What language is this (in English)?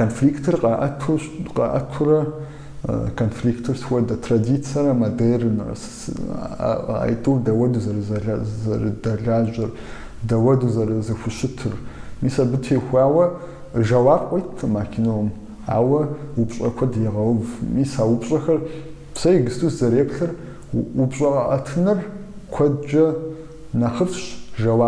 Kabardian